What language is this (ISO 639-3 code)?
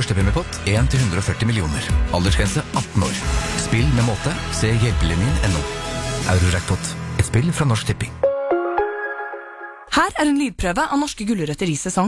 nor